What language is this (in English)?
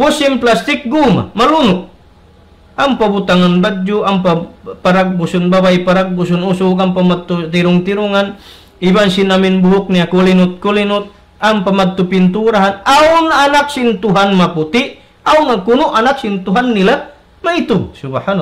Tausug